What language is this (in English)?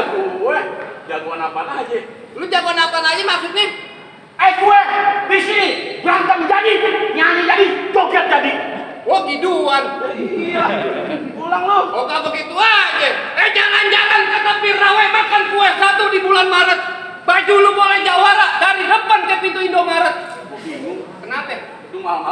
Betawi